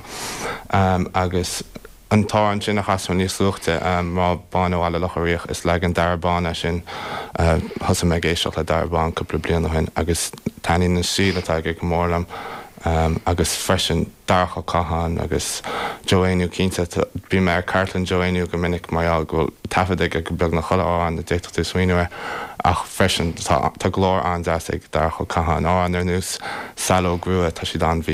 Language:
Irish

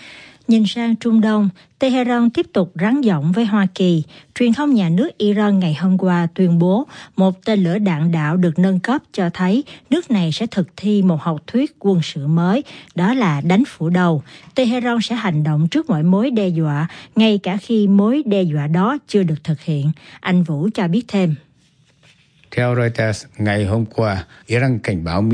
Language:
Vietnamese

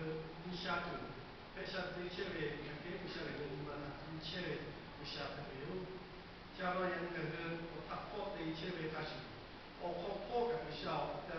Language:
Lahu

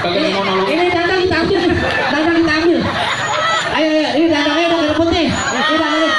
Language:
Betawi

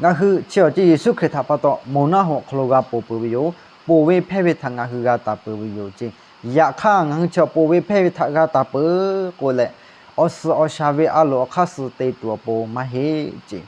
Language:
Lahu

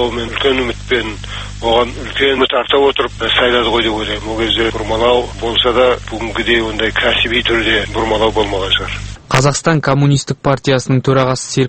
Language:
Kazakh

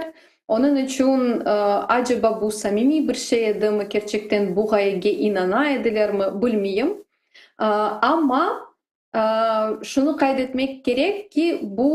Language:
Crimean Tatar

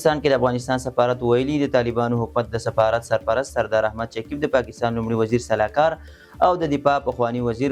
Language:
Pashto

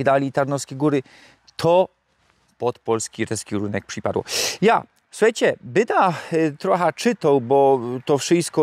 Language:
Silesian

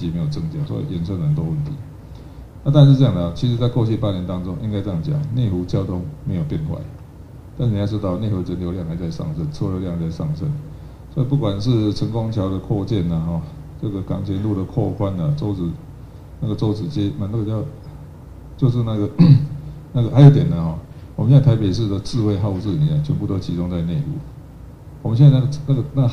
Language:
Chinese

